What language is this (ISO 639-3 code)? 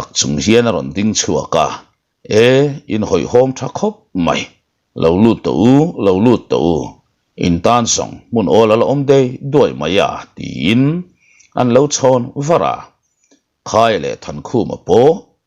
lus